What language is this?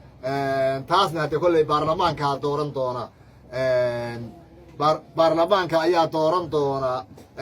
Somali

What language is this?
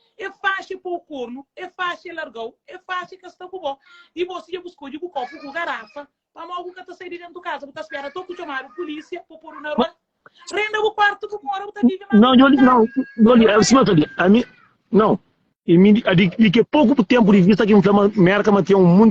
Kabuverdianu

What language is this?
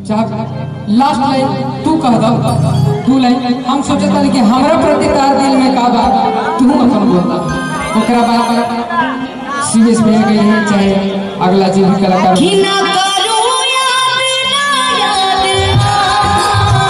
Bhojpuri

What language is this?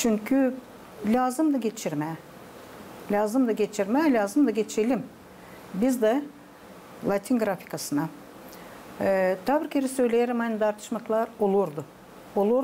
Gagauz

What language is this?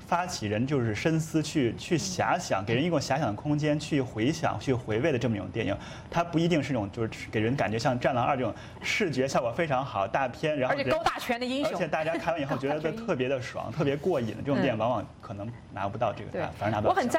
Chinese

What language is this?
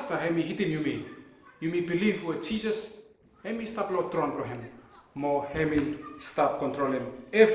Bislama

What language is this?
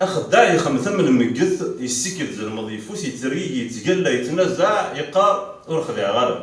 Kabyle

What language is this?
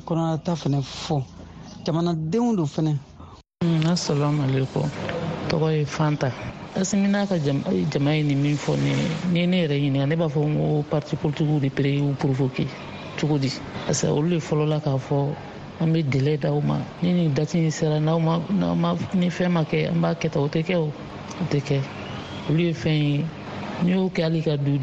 Bambara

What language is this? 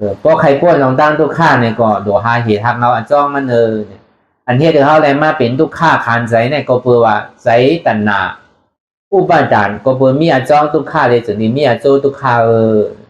Shan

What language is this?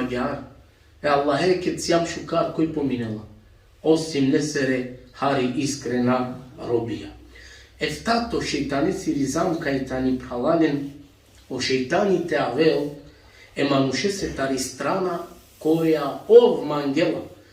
Balkan Romani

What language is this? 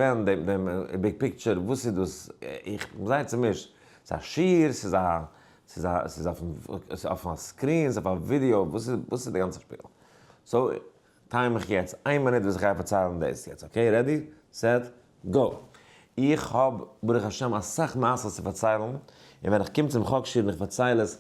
Yiddish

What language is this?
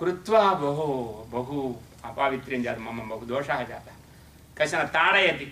Sanskrit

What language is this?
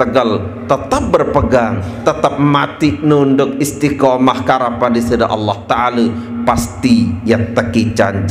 Sasak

